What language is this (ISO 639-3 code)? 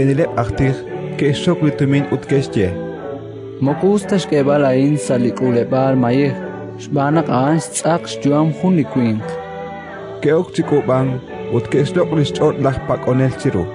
kek